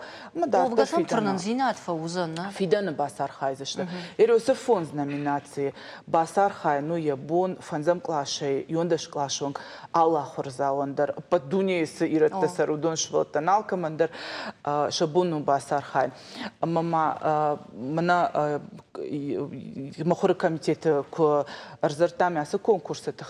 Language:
Ossetic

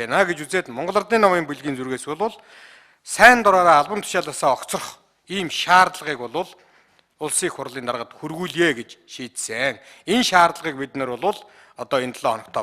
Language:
Mongolian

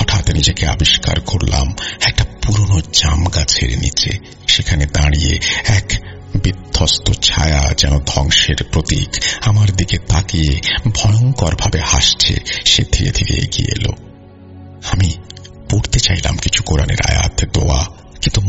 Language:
Bangla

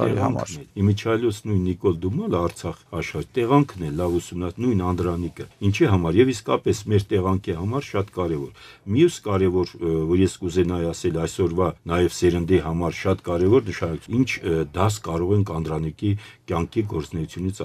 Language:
Armenian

